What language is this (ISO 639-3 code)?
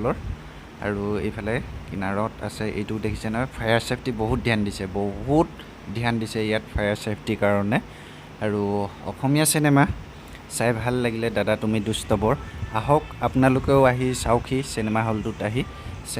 asm